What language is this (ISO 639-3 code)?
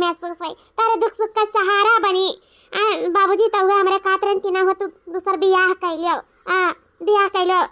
awa